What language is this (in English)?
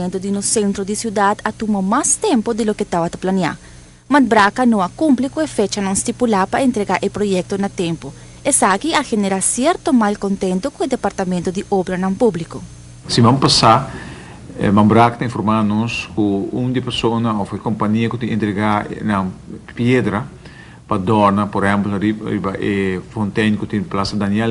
Papiamento